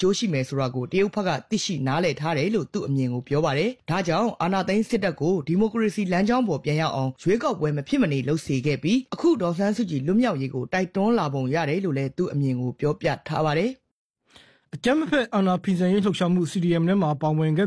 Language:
Burmese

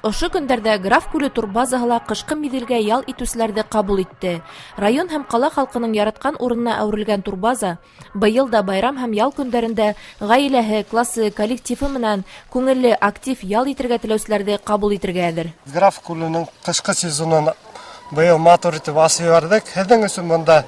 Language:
Bashkir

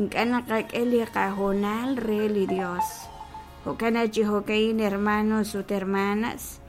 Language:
Kekchí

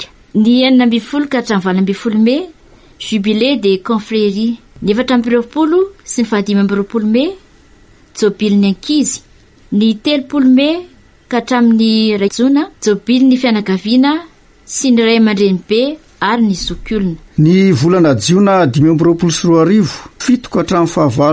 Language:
Malagasy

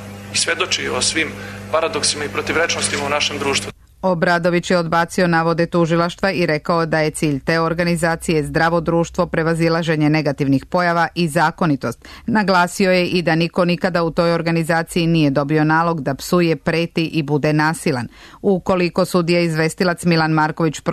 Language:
Serbian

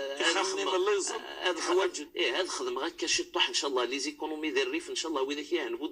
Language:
Moroccan Arabic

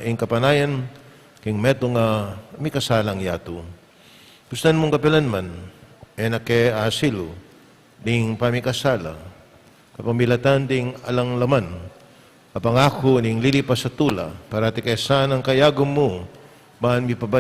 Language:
Pampanga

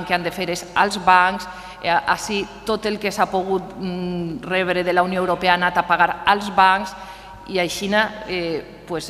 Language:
Catalan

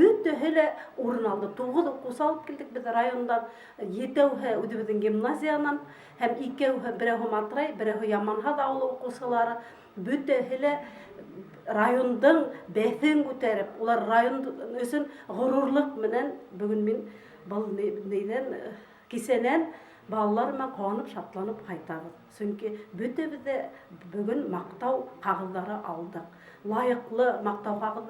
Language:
Bashkir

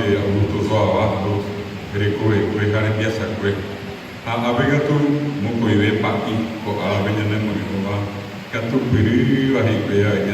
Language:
Guarani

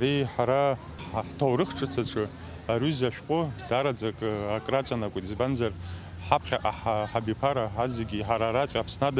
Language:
Abkhazian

